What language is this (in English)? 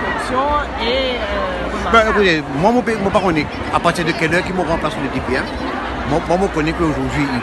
Morisyen